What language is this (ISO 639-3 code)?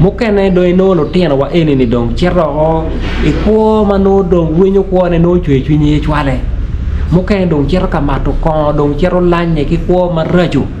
ach